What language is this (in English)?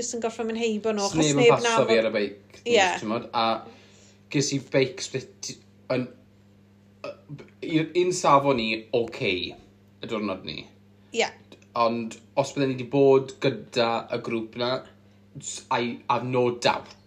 Welsh